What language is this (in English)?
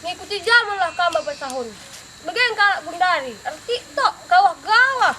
Batak Karo